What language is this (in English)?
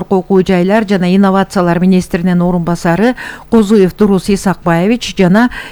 Kyrgyz